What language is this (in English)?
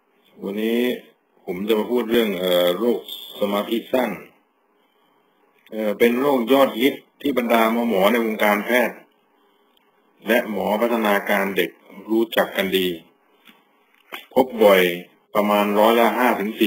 Thai